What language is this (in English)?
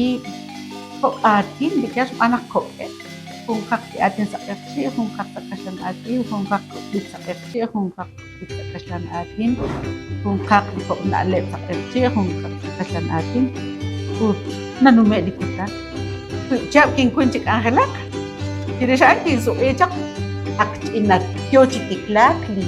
Kekchí